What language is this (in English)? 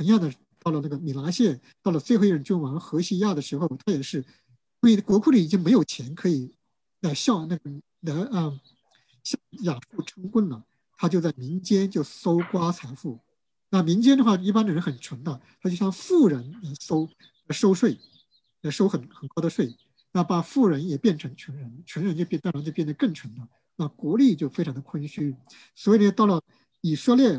Chinese